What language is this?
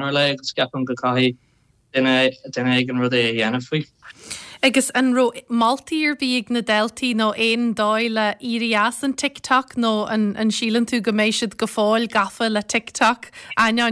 Irish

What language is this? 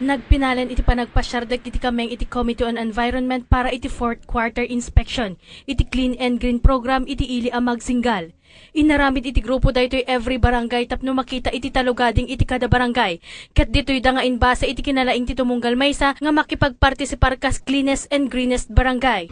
Iloko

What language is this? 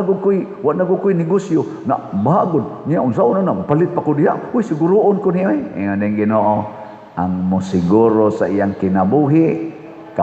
Cebuano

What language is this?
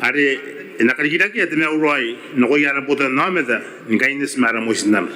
Gilbertese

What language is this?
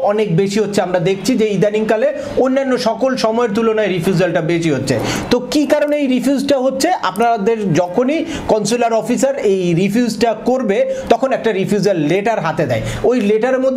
Bangla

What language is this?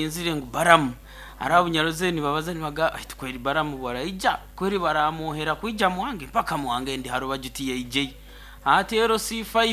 Nyankole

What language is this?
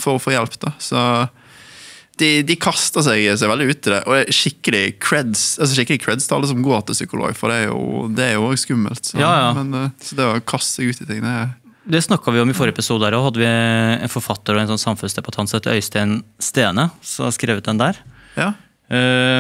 Norwegian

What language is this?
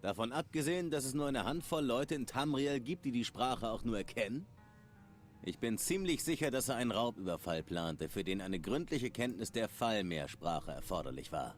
Swiss German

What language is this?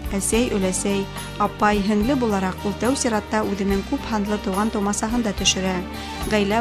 Bashkir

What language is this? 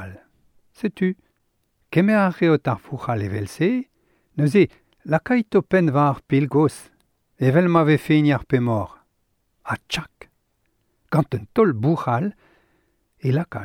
Breton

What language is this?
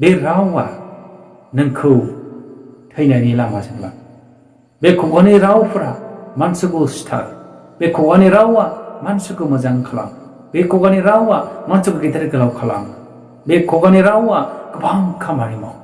Bodo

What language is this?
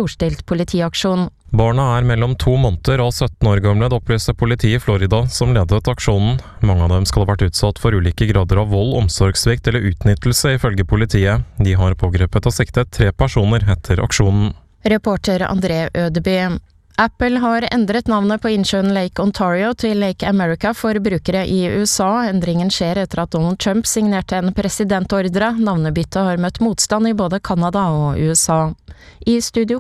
Norwegian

